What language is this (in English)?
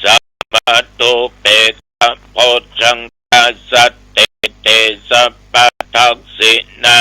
Pali